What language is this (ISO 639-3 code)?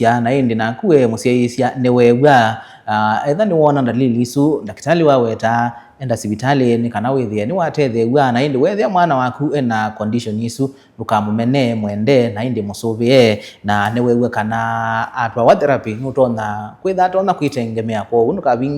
kam